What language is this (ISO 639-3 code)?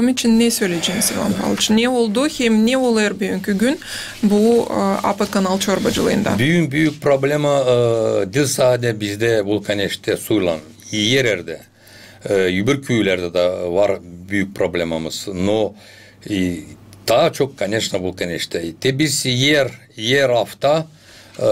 gag